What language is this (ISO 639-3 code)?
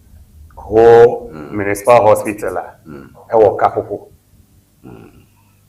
ewe